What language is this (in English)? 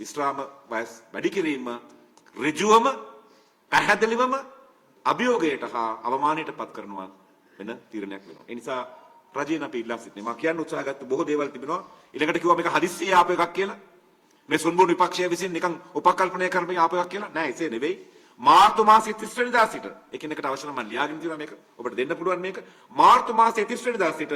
Sinhala